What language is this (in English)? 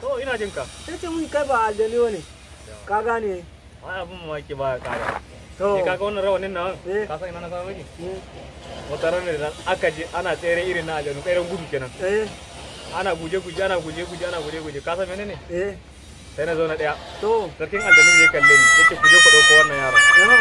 Hausa